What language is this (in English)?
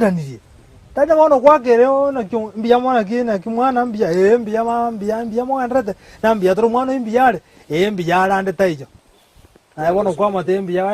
Gusii